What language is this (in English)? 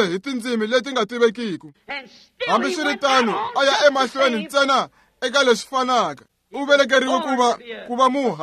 Tsonga